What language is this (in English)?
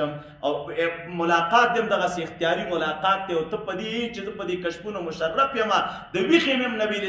Pashto